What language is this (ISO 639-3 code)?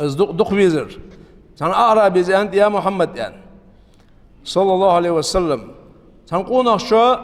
inh